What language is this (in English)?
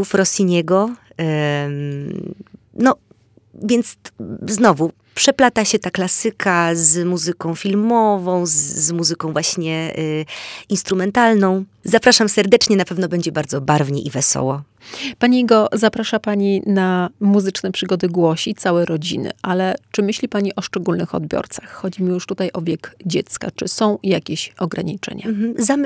Polish